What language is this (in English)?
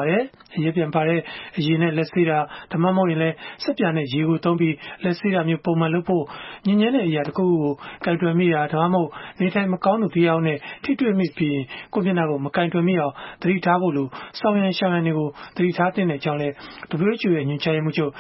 Burmese